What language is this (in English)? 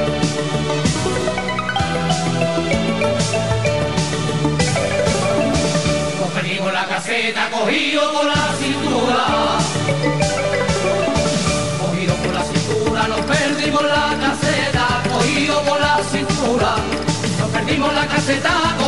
Spanish